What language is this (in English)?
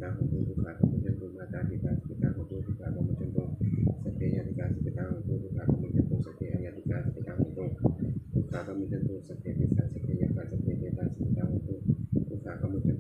Pali